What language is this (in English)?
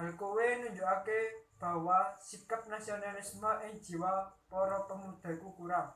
Javanese